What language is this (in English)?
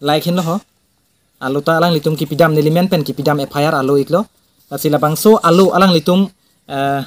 Karbi